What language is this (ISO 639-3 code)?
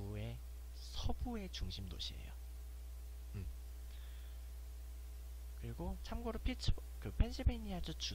kor